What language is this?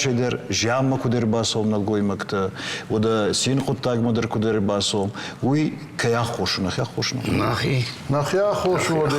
Ossetic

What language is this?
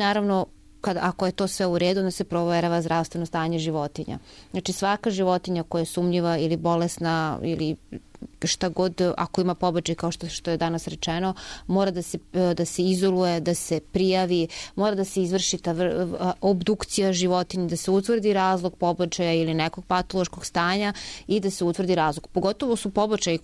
Serbian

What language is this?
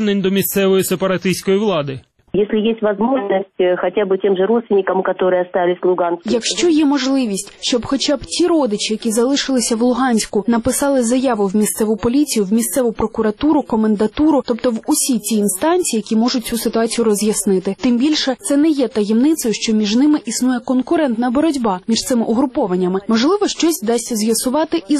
Ukrainian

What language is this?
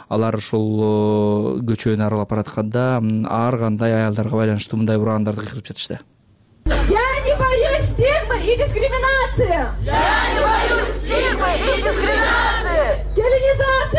Kyrgyz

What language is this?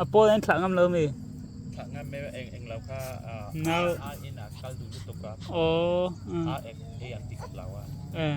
Mizo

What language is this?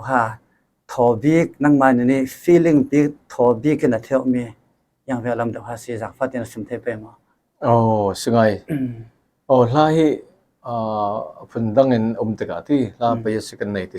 Falam Chin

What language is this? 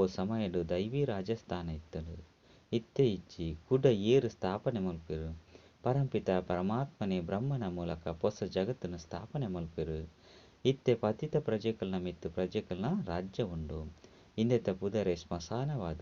Tulu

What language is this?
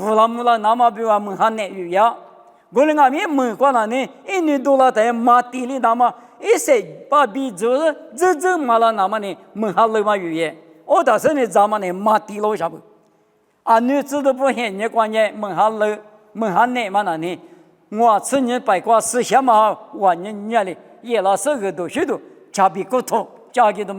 Lisu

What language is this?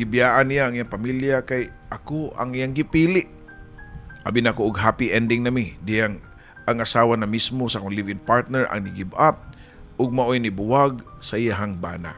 Cebuano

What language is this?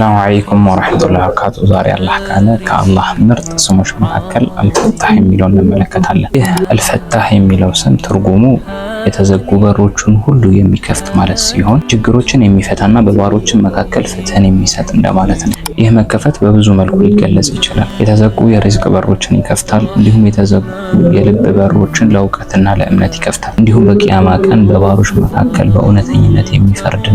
Amharic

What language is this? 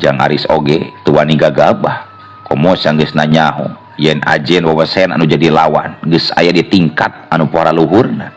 Sundanese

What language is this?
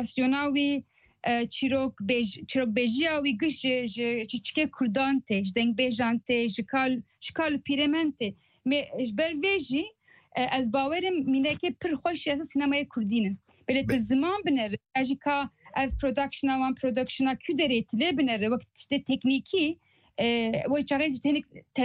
Kurdish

